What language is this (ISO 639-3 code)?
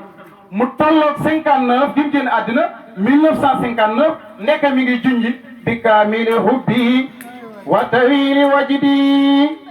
wol